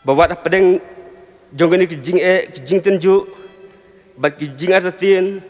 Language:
Khasi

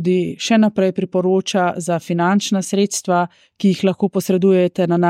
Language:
Slovenian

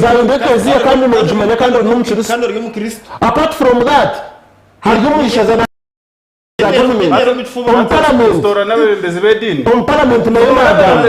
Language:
Nyankole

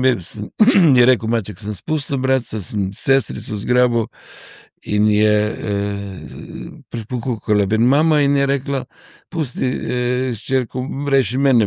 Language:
Slovenian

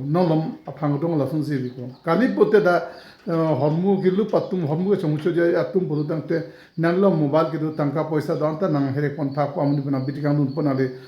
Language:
Karbi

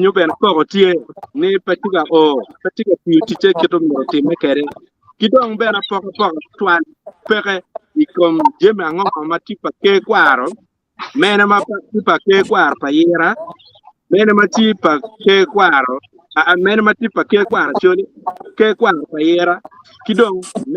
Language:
Acoli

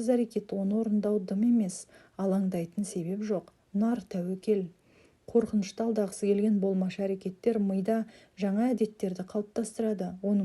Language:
Kazakh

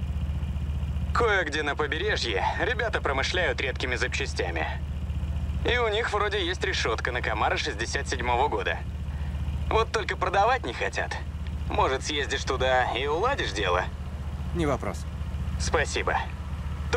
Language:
Russian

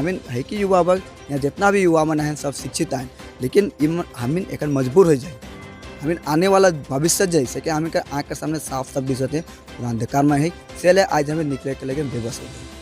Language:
Sadri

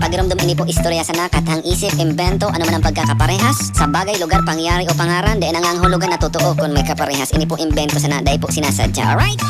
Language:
Bikol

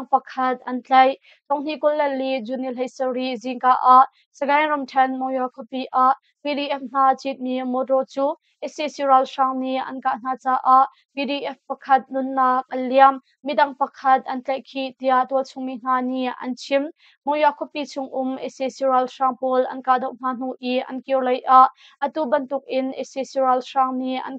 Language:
Hakha Chin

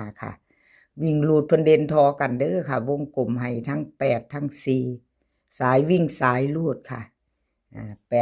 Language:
Northeastern Thai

